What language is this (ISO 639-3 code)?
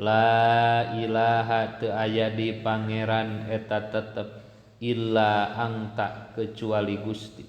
sun